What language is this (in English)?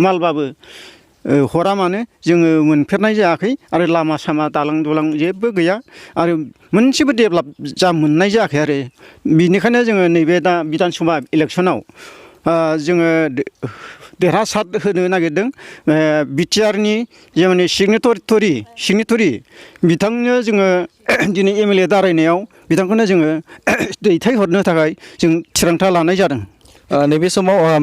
Bodo